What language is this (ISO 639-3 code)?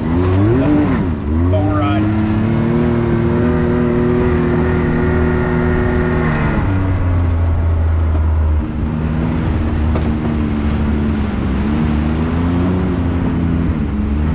eng